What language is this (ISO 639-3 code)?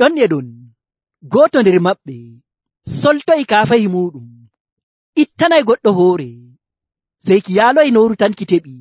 fuv